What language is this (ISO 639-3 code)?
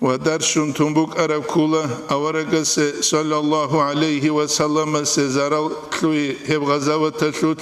ava